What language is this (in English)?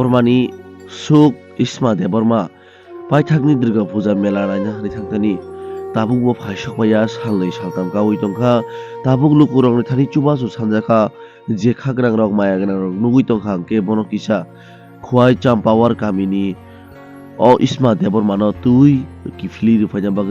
Kok Borok